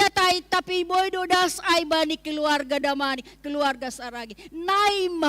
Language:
Batak Simalungun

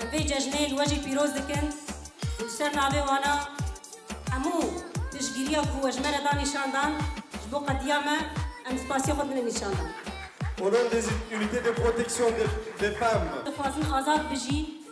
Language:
Kurdish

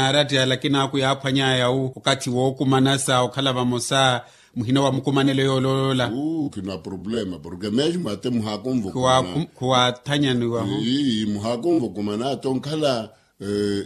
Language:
Makhuwa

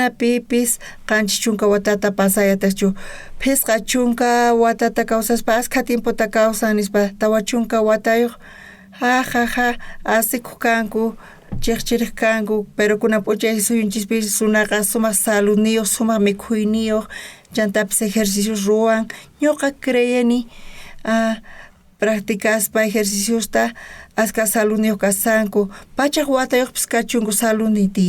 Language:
South Bolivian Quechua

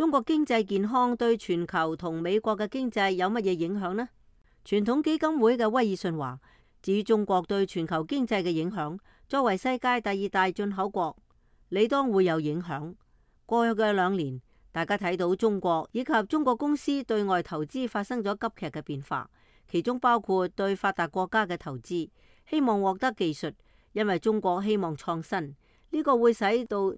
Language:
Cantonese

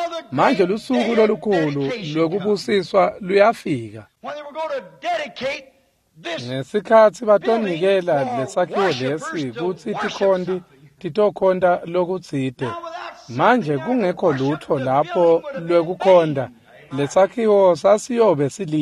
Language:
Swati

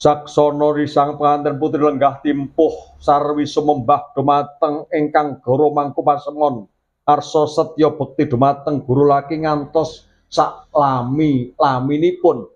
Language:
Javanese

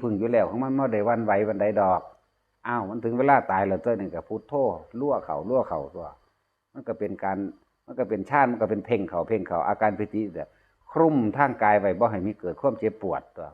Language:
Northeastern Thai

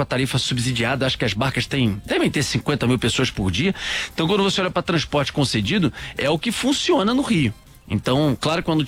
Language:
Portuguese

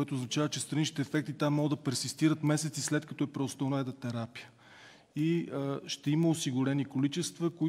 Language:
Bulgarian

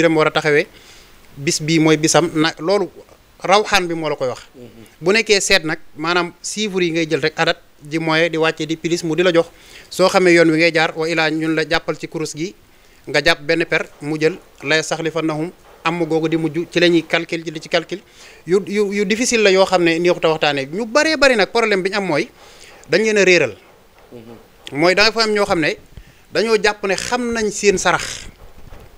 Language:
Wolof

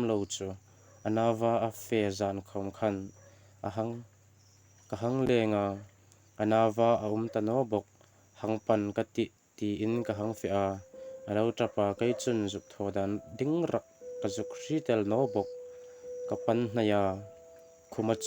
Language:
Hmar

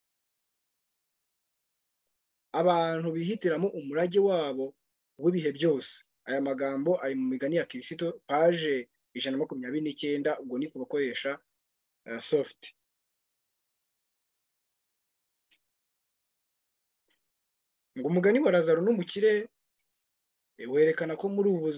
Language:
Kinyarwanda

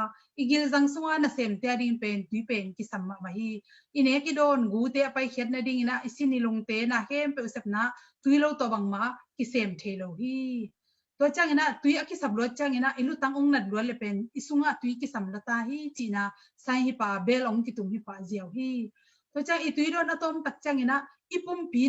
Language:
Tedim Chin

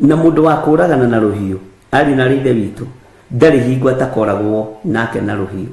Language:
Kikuyu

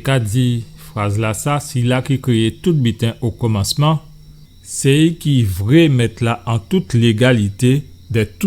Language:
Guadeloupean Creole French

